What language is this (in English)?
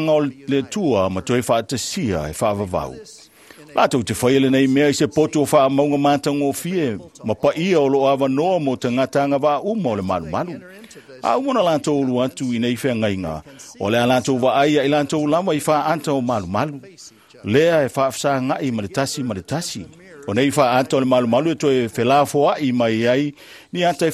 Samoan